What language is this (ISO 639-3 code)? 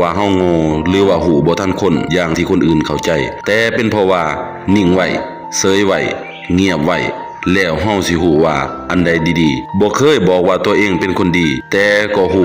lao